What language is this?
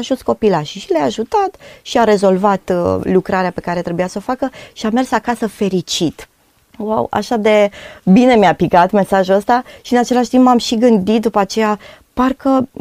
Romanian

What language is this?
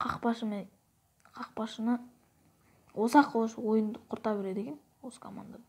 Kazakh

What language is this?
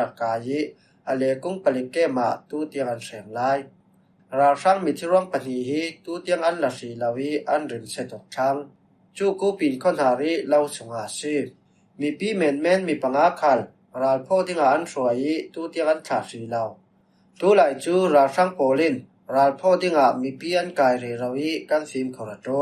Falam Chin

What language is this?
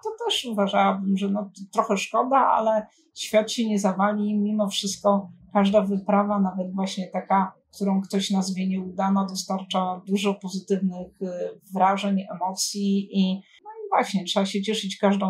Polish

